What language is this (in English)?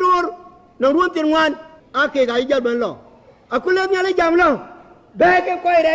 Dinka